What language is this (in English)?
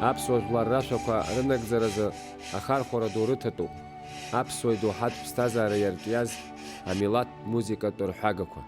Abkhazian